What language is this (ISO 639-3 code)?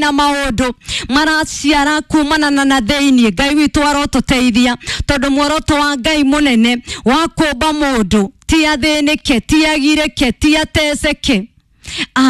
kik